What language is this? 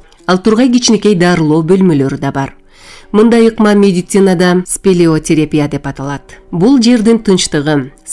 Kyrgyz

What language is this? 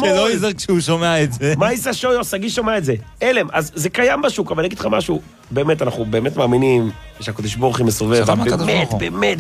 Hebrew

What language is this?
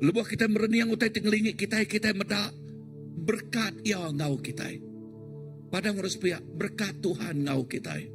Iban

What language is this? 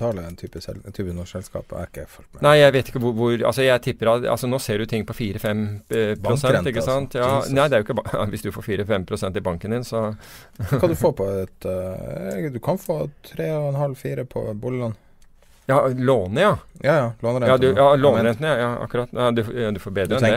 Norwegian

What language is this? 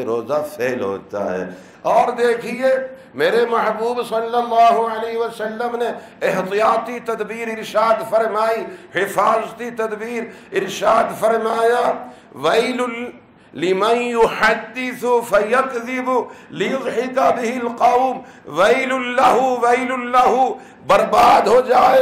Urdu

